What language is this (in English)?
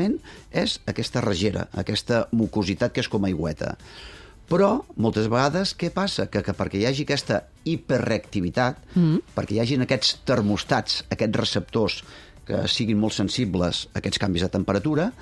Catalan